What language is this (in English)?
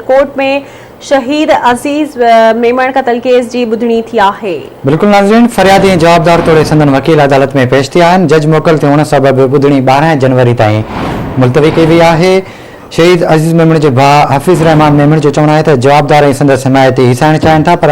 Sindhi